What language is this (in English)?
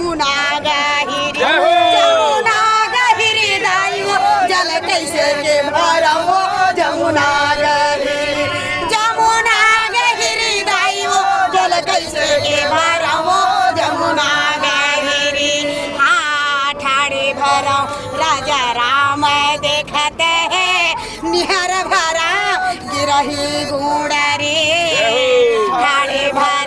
Chhattisgarhi